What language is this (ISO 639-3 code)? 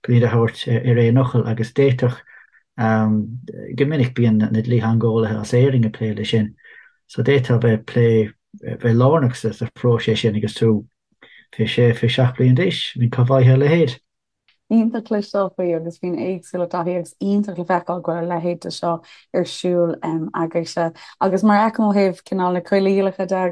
gle